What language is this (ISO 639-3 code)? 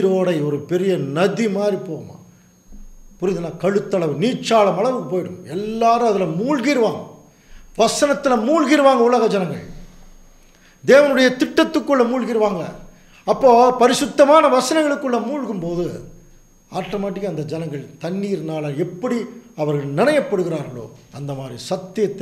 tam